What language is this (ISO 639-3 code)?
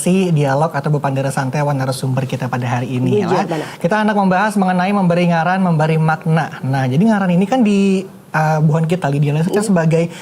bjn